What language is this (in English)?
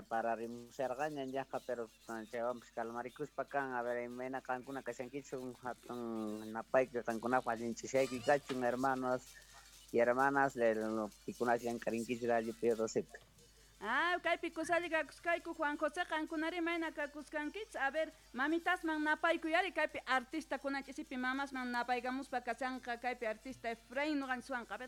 South Bolivian Quechua